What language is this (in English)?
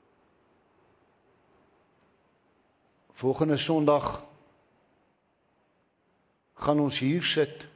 Afrikaans